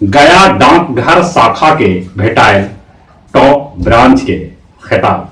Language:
Magahi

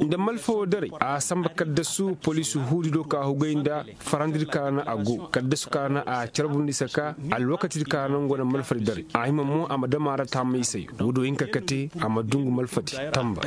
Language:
Koyraboro Senni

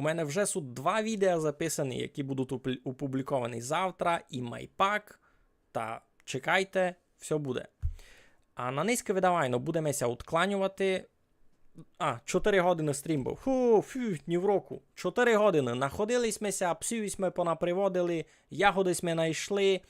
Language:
Rusyn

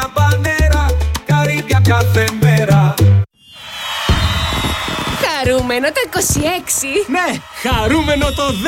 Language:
Greek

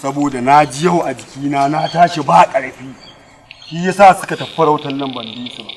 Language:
Hausa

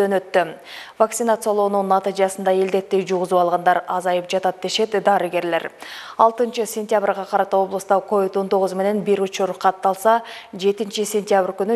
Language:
Kyrgyz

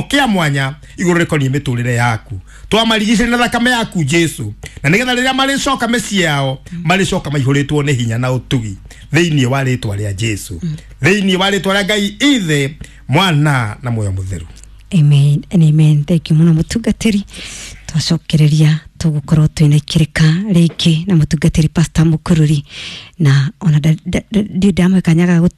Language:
Kikuyu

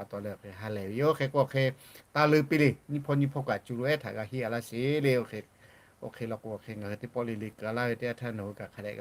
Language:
Lahu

